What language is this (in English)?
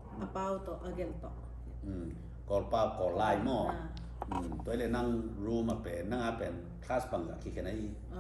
Tedim Chin